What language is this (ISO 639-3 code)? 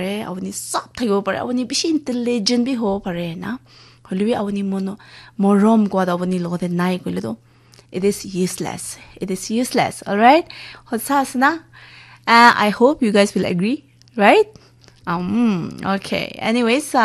nag